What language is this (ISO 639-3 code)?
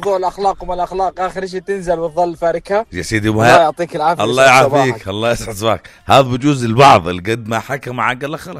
apc